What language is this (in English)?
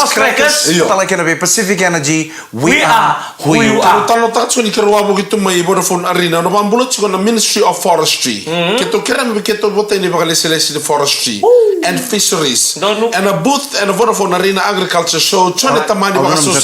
Fijian